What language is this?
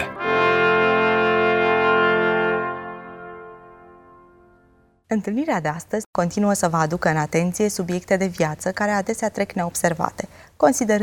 Romanian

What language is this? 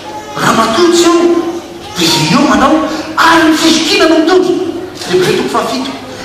Malagasy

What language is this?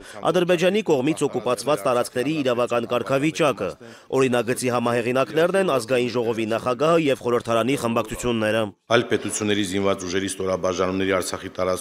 Armenian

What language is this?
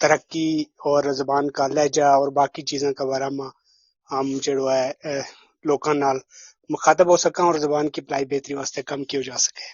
Gujari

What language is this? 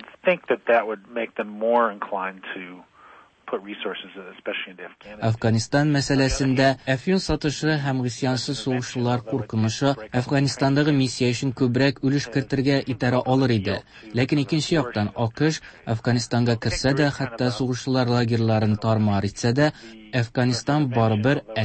Tatar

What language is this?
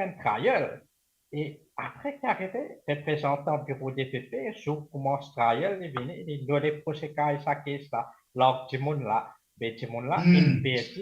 Morisyen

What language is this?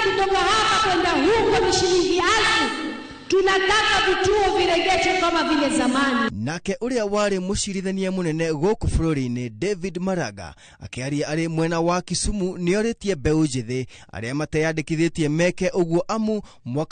Kikuyu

